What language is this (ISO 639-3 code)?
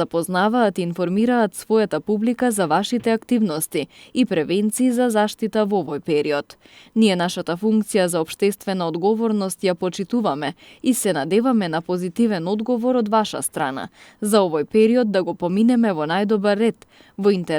mkd